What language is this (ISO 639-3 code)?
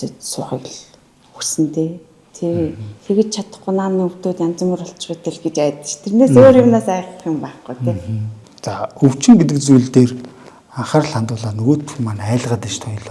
mon